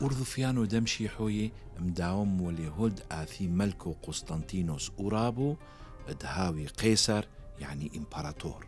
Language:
Turoyo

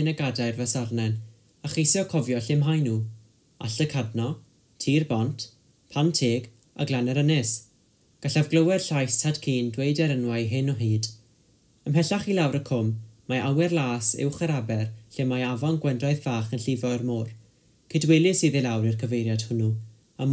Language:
Welsh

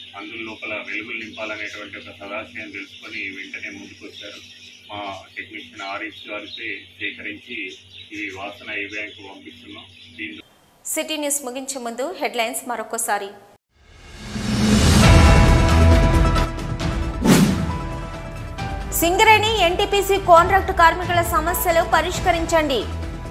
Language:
Telugu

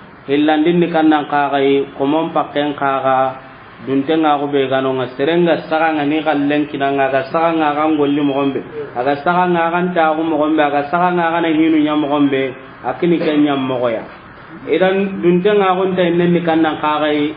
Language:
Soninke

